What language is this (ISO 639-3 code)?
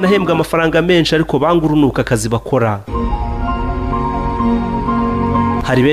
kin